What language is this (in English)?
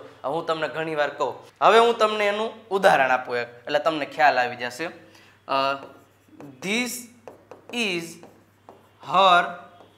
Gujarati